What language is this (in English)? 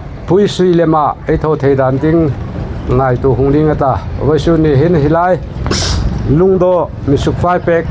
Hmar